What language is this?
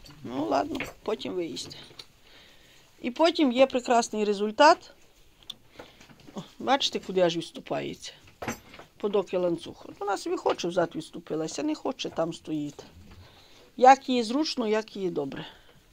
Ukrainian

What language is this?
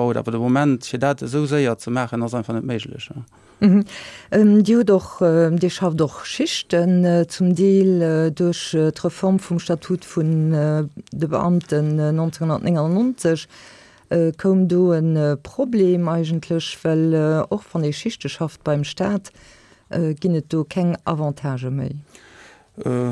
Luxembourgish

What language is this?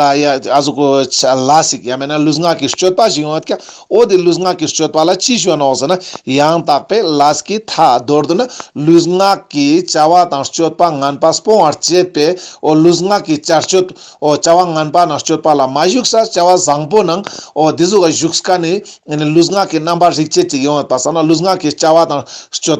Ladakhi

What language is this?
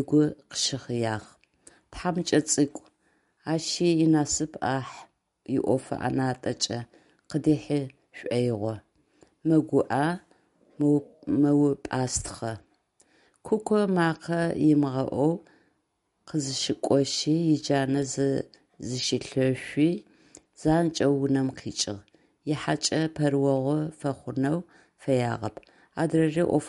Adyghe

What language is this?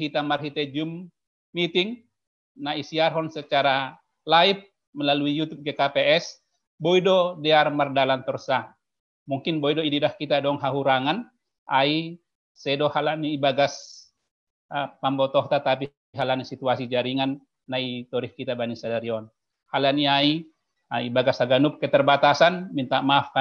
Batak Simalungun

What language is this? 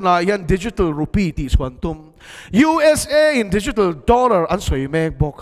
Mizo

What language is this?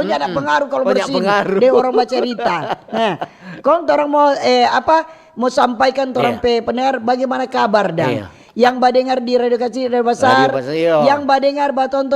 Manado Malay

